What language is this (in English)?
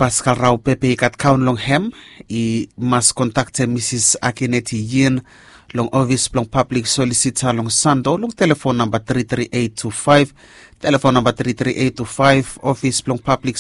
Bislama